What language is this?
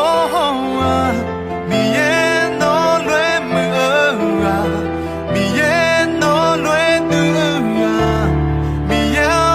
Akha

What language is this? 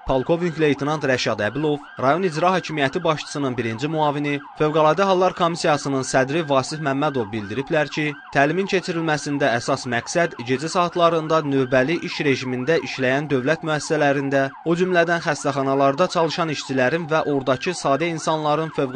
Azerbaijani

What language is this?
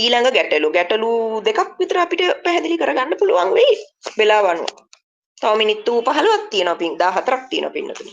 Sinhala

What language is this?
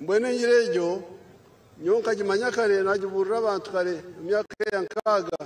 Nyankole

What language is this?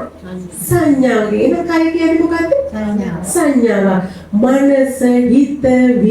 Sinhala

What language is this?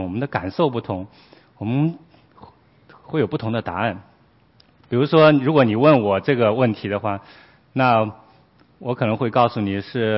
Chinese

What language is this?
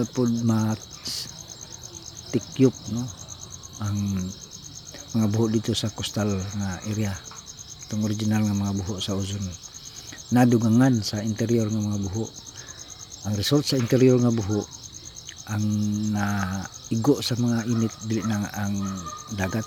Cebuano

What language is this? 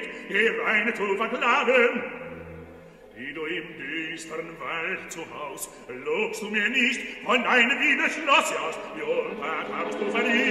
German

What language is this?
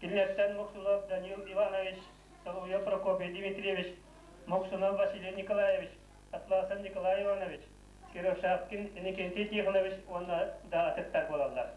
Yakut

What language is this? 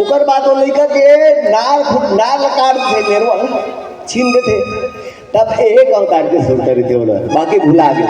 Chhattisgarhi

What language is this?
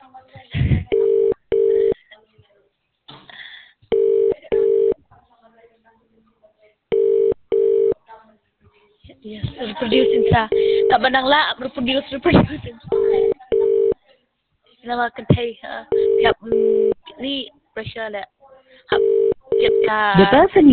Khasi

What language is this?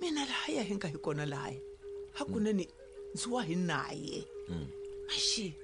Tsonga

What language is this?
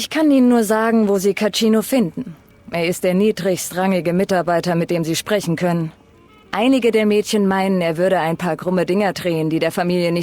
Bavarian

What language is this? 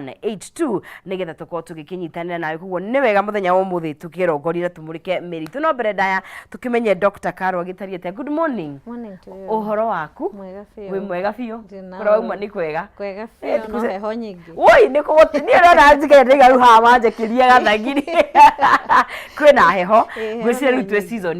Kikuyu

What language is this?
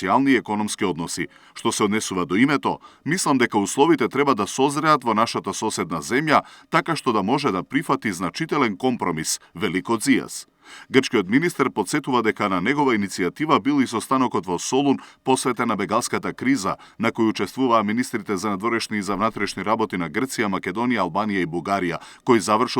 Macedonian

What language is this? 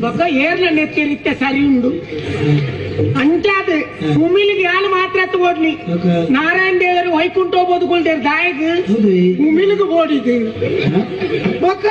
Tulu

